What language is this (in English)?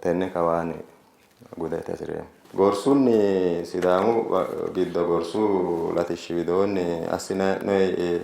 Sidamo